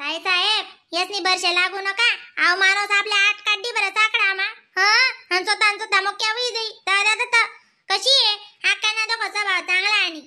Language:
Khandesi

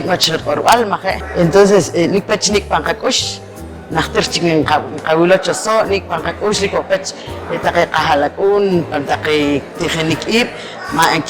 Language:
Poqomchi'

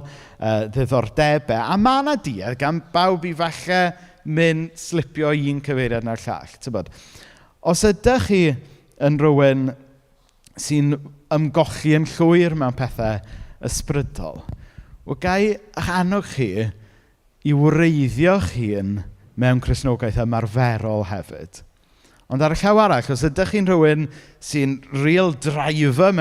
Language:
Welsh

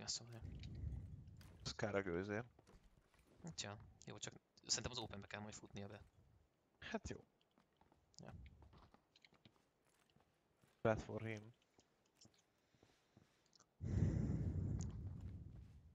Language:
Hungarian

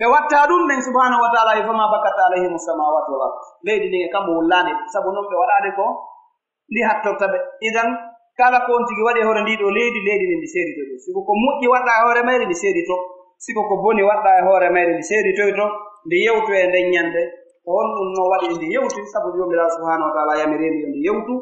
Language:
Pular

